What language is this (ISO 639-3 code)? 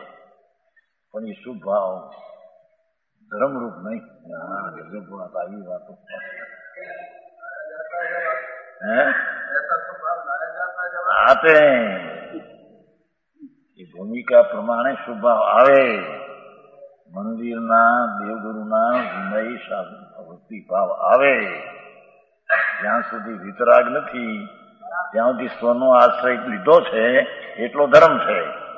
guj